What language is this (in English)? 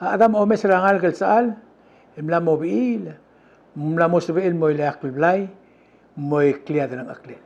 Palauan